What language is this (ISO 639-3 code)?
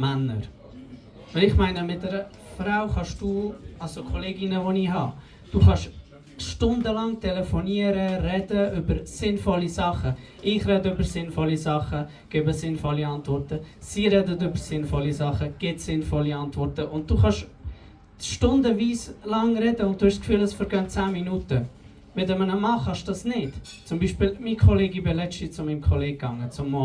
gsw